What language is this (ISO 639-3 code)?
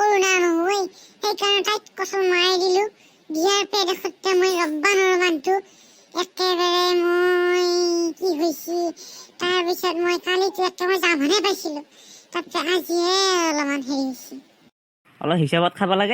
asm